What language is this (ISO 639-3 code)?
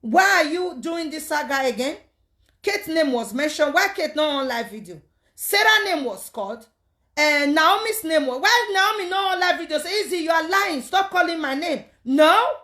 pcm